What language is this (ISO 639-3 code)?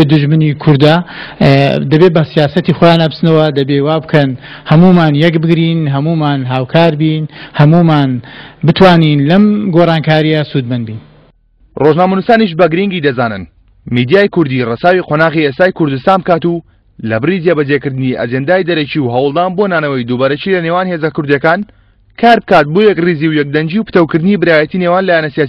ckb